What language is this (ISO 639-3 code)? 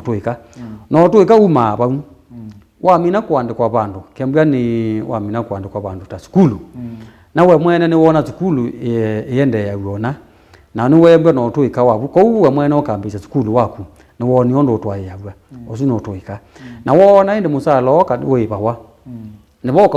kam